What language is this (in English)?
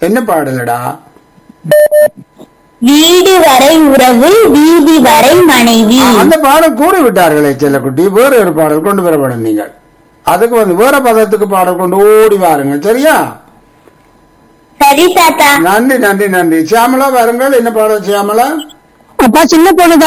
Tamil